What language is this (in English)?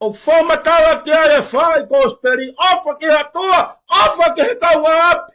Tongan